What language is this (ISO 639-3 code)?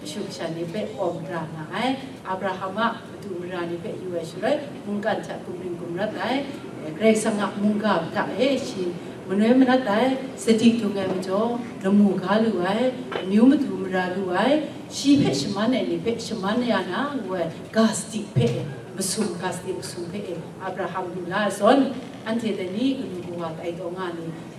kac